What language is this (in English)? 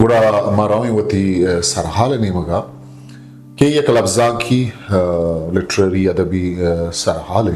Eastern Balochi